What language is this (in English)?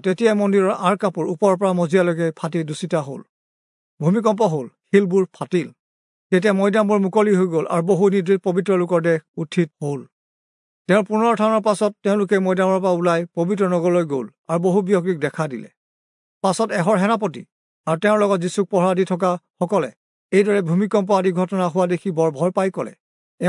Assamese